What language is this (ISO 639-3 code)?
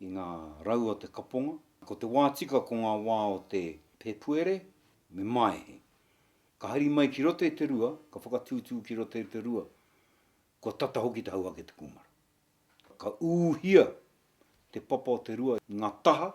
mri